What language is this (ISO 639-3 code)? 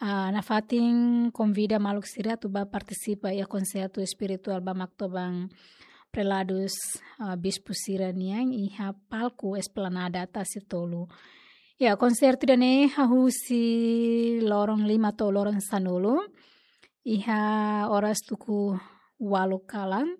tet